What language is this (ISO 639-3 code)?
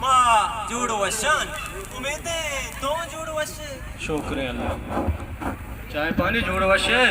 bal